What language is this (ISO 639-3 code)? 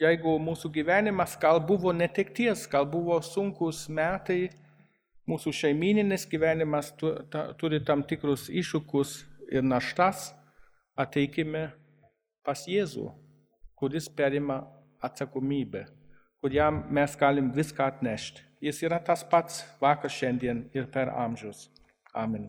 lit